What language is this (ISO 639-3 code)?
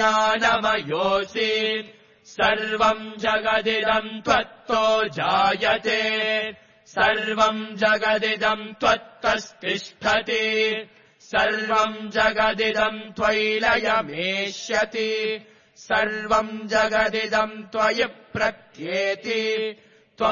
san